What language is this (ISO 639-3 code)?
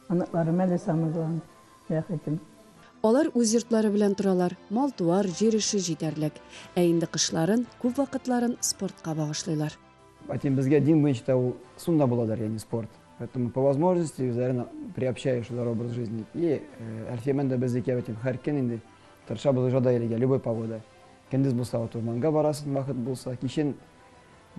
tat